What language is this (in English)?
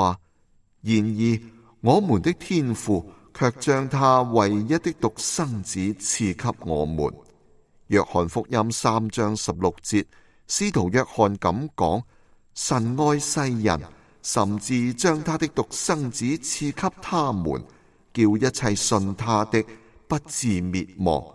Cantonese